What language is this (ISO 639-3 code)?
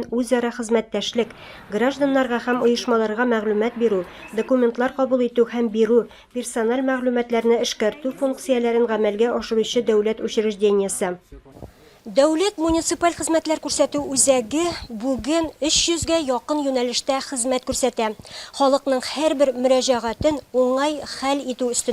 tat